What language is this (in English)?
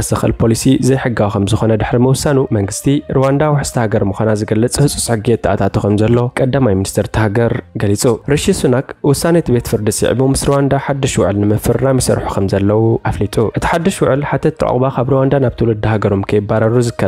Tigrinya